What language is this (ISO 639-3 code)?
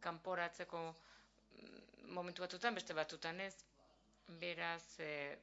eus